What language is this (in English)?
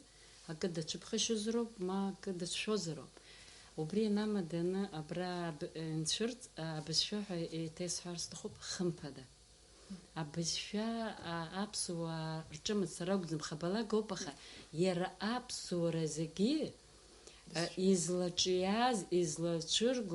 Abkhazian